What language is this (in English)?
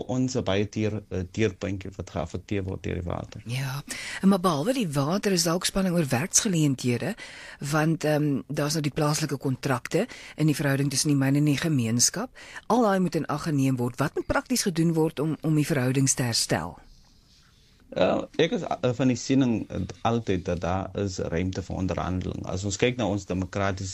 Afrikaans